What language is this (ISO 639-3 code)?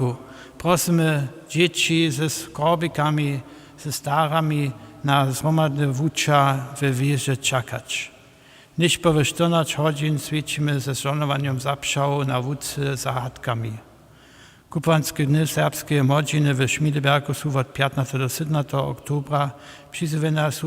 hsb